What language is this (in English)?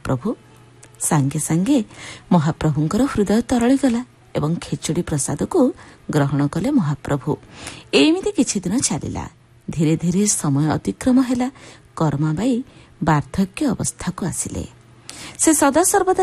Odia